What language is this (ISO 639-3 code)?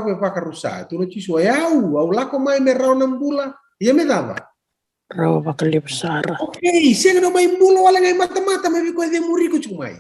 fij